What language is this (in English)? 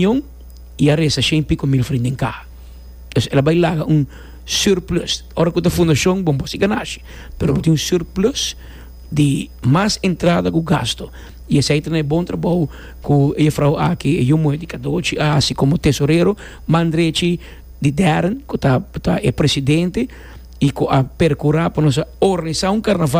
Papiamento